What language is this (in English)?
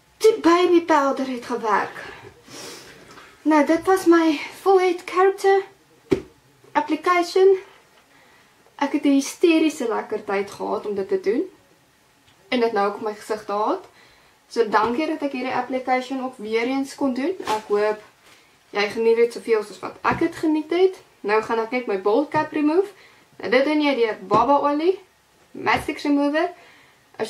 Afrikaans